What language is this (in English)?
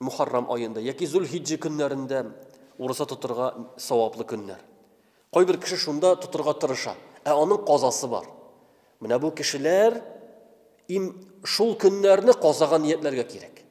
Tatar